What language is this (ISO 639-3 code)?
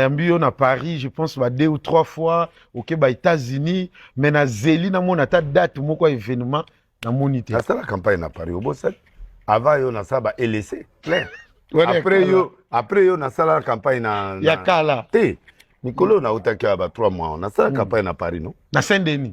lin